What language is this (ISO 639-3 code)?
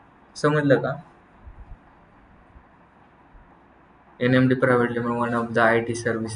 mar